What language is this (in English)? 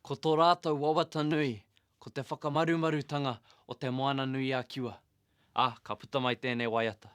Māori